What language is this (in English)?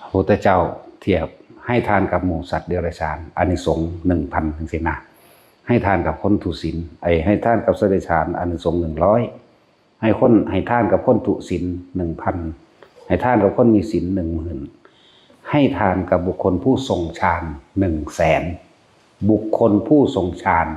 Northeastern Thai